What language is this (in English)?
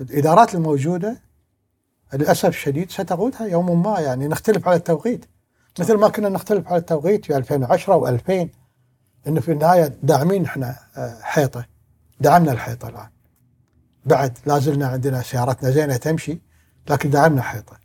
Gulf Arabic